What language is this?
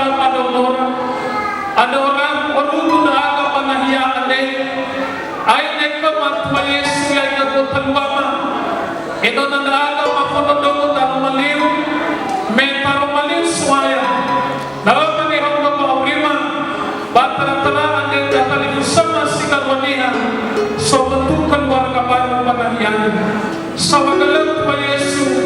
Nias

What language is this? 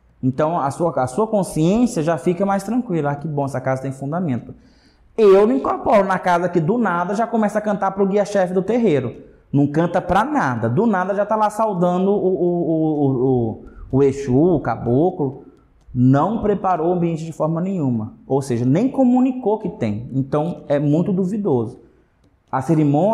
Portuguese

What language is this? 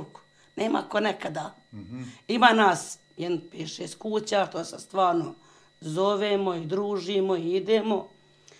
Bosnian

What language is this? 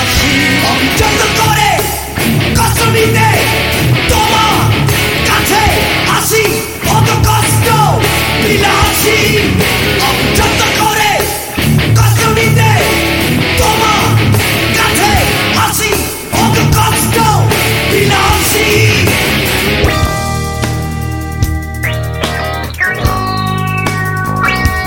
Bangla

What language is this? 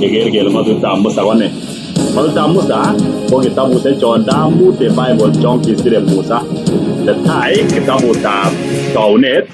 Kalenjin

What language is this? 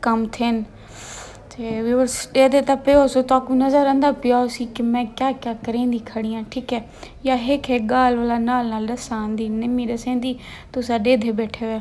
Saraiki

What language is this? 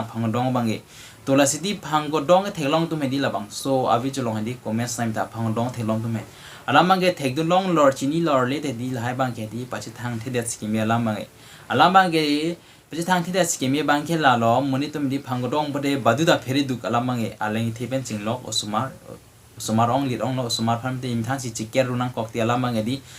Karbi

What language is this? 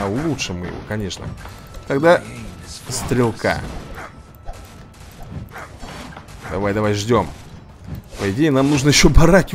Russian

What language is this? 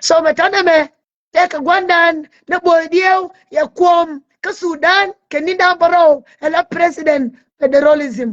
Nuer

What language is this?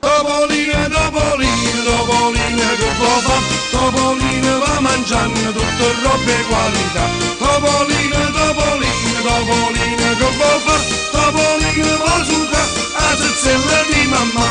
Neapolitan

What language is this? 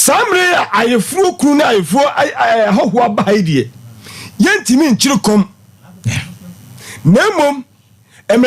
Akan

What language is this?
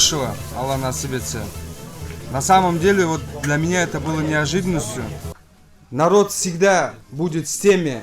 Crimean Tatar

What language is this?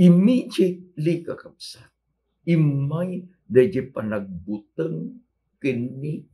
Iloko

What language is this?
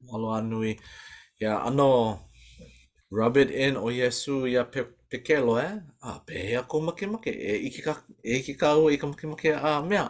Hawaiian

